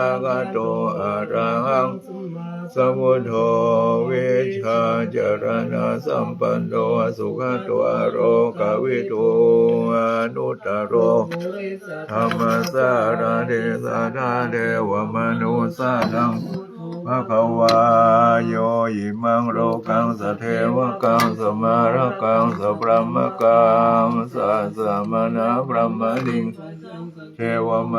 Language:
Pali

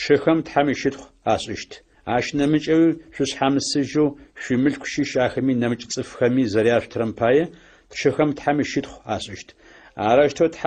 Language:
Adyghe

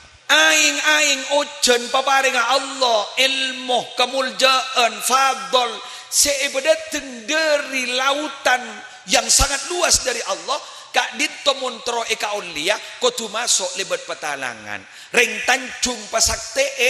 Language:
Madurese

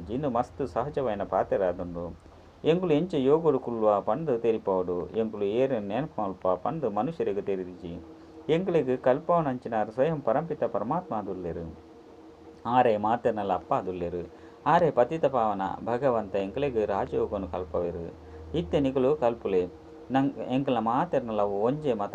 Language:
Tulu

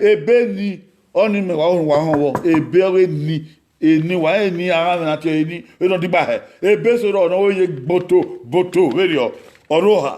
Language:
Bini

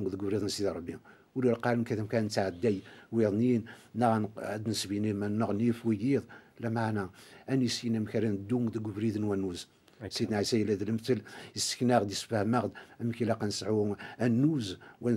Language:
Kabyle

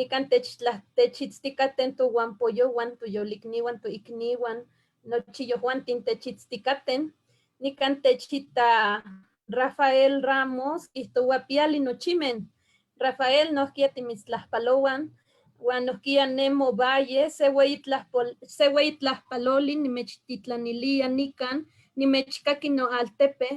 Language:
Eastern Huasteca Nahuatl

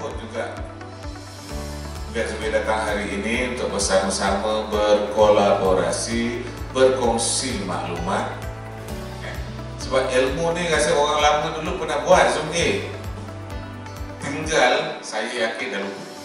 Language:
Malay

